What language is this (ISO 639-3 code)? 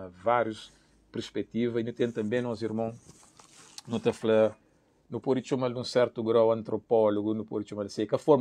kea